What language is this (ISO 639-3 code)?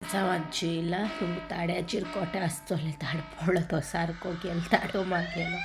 kok